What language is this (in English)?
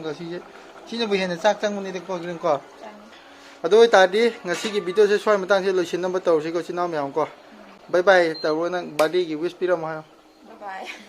Manipuri